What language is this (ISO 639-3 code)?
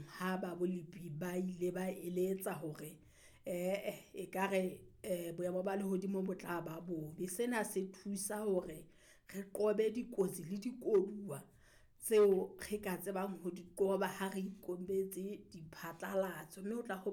sot